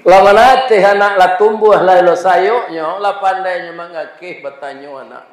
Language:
Minangkabau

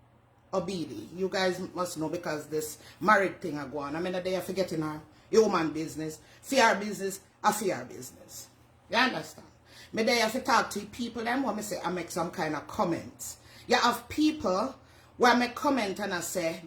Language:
Jamaican Creole English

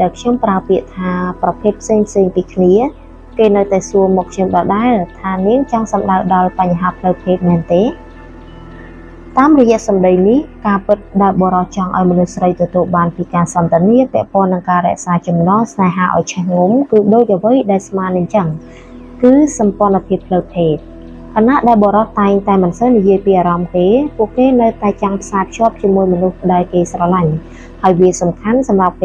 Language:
Khmer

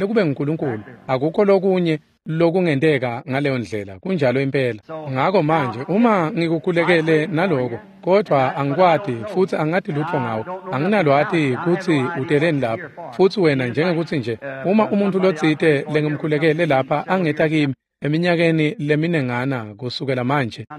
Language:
Swati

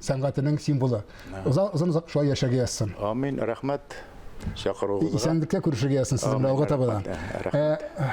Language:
Tatar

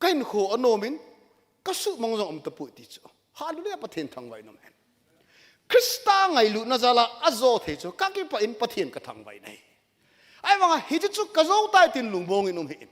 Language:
Thado Chin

